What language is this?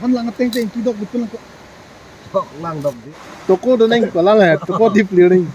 Karbi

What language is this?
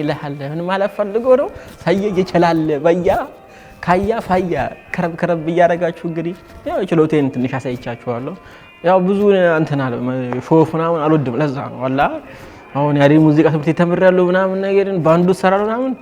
Amharic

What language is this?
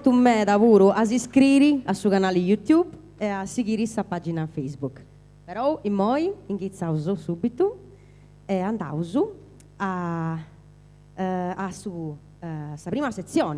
Sardinian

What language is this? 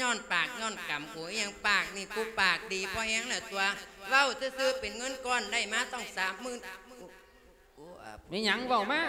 Lao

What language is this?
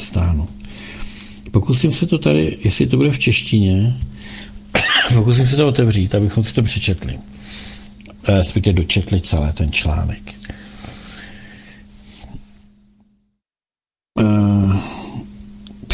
Czech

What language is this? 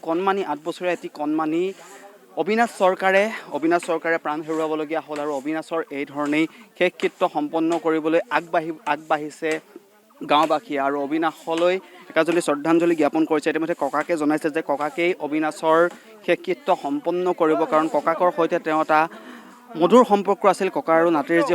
Assamese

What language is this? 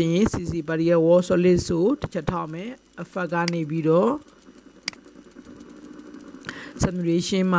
Burmese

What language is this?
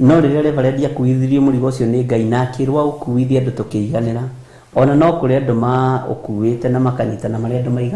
Kikuyu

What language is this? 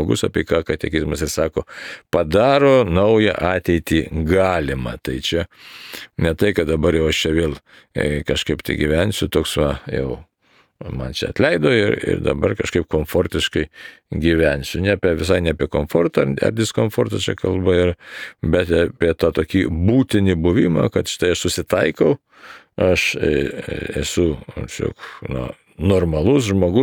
Lithuanian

